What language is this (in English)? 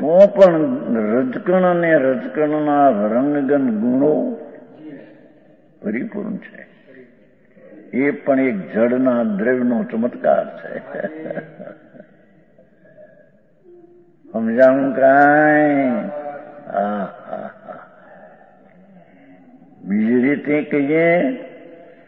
Gujarati